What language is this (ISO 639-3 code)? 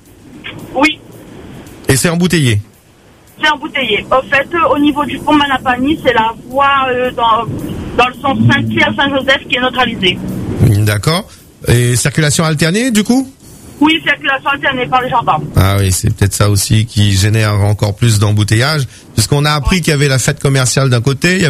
fra